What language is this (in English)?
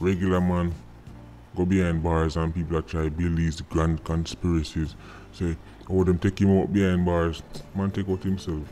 Jamaican Creole English